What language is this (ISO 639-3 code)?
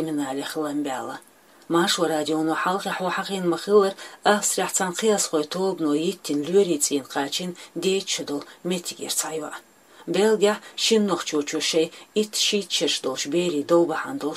che